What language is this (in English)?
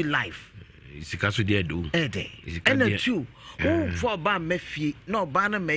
Akan